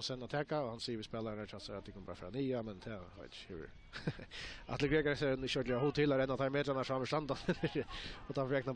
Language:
Faroese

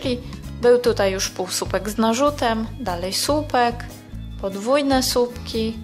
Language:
Polish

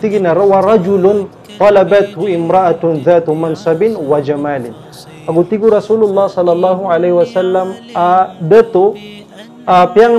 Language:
Maranao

